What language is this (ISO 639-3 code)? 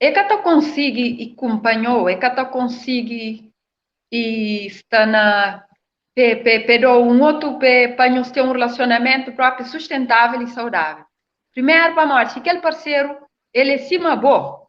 kea